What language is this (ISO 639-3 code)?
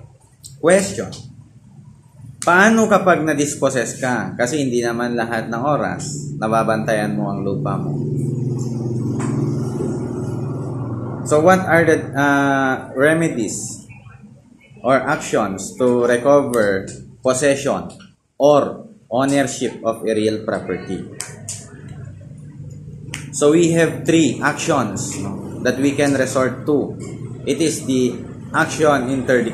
fil